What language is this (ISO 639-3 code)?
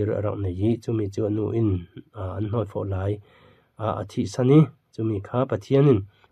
cfm